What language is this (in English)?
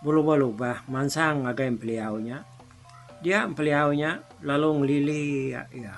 Iban